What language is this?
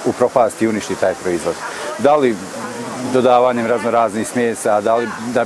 Bosnian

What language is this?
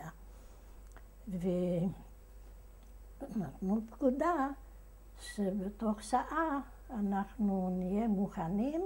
Hebrew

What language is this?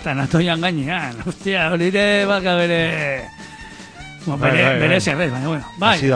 Basque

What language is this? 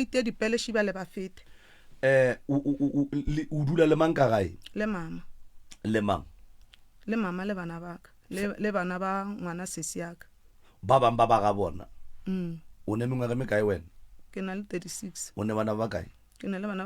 Northern Sotho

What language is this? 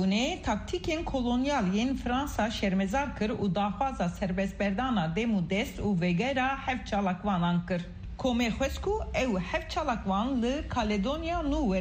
Kurdish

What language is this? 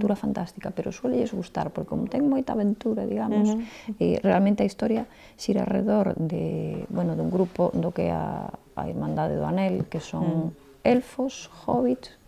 Galician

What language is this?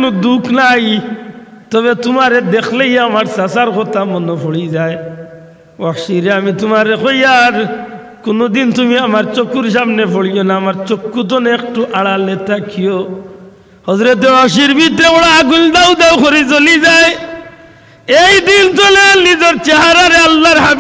Sylheti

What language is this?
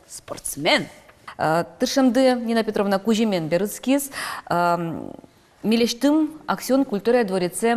Udmurt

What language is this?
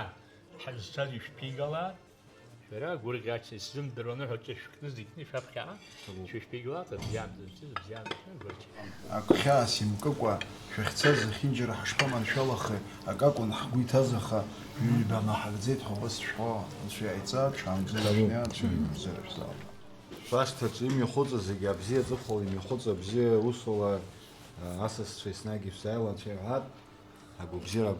Abkhazian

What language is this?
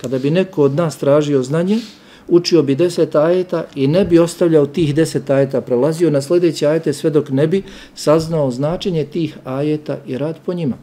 Bosnian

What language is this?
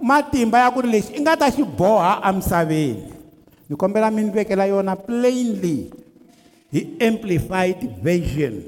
Tsonga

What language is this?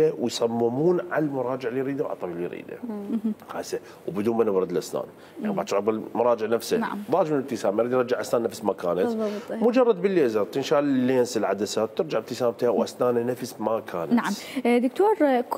Mesopotamian Arabic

